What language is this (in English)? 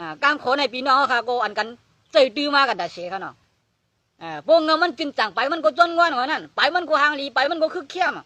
Shan